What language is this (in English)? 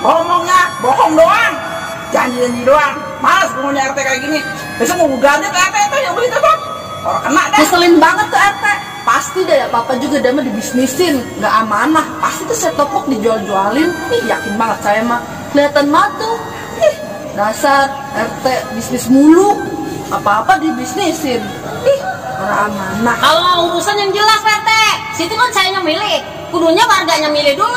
Betawi